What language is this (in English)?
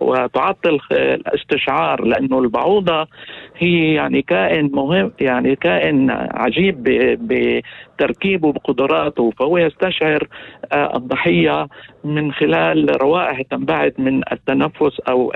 North Levantine Arabic